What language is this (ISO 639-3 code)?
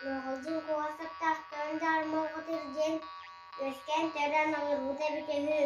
sah